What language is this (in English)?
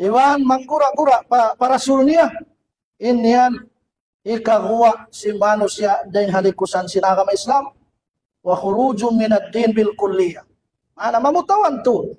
Tausug